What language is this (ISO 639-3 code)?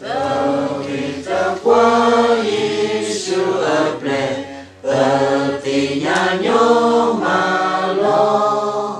ksw